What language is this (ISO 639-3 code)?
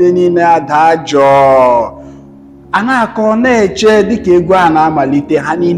ibo